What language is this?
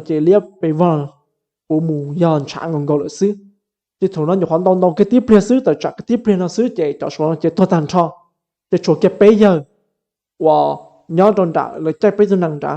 Hmong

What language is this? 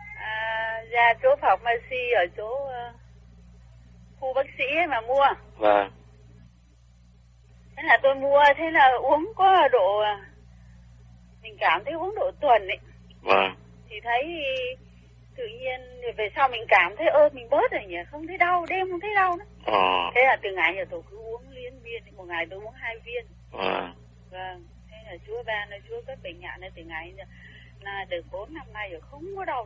Vietnamese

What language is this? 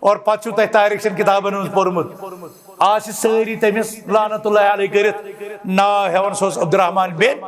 Kashmiri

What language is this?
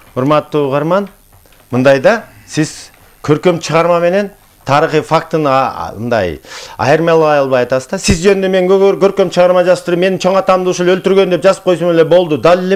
Kyrgyz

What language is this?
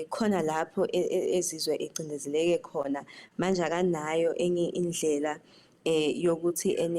Zulu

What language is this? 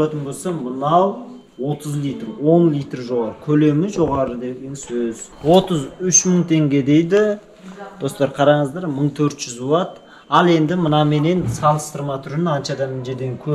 Kazakh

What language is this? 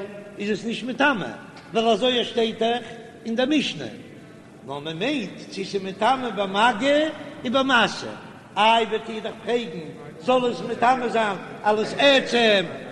Yiddish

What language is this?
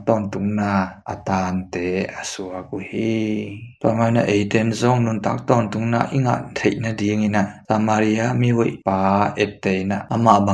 Tedim Chin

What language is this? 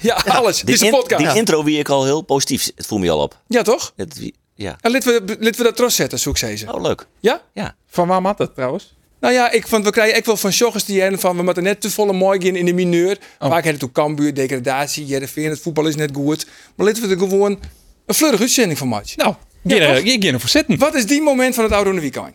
Western Frisian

